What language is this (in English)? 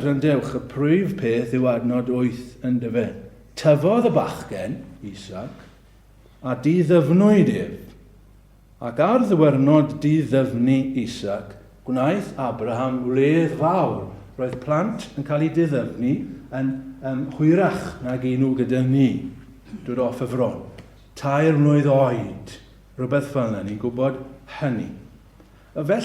Welsh